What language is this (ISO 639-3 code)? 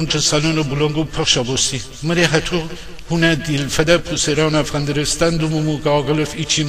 glk